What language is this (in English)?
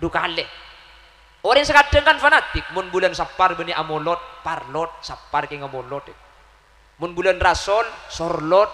Madurese